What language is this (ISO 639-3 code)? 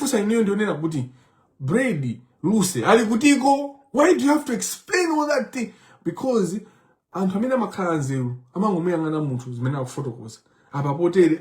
nya